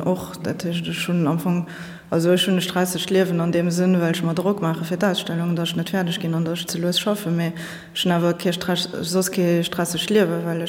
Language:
Luxembourgish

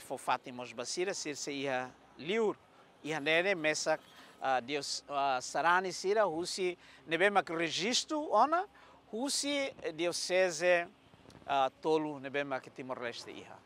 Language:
Tetum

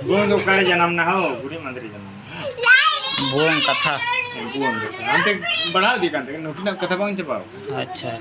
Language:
Santali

